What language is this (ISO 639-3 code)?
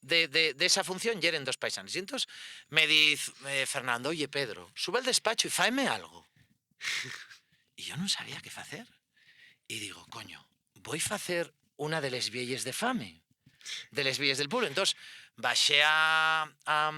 ast